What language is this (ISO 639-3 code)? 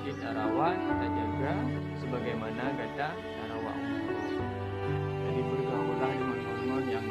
ace